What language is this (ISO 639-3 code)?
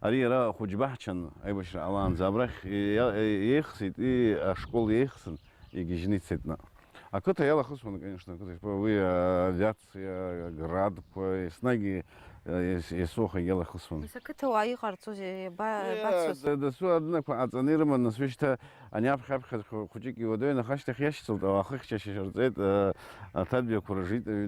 abk